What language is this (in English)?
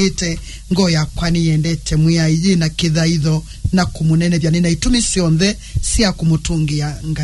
Kamba